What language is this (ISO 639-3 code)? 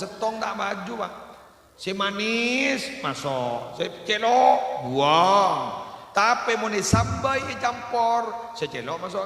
mad